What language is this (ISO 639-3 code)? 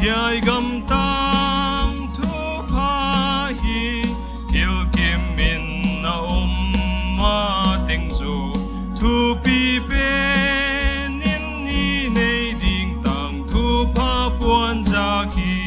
pck